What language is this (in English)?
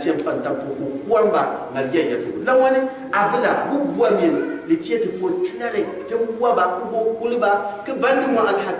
Gourmanchéma